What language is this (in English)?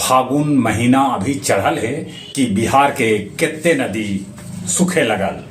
Magahi